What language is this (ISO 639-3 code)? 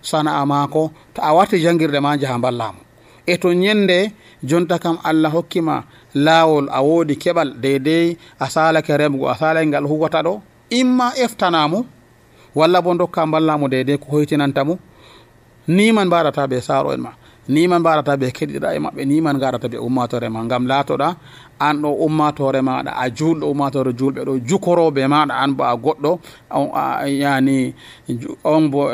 fuv